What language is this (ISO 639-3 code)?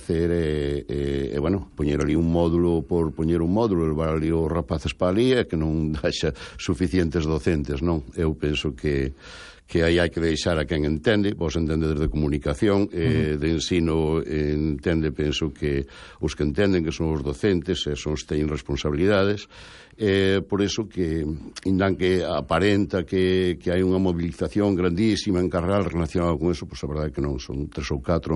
glg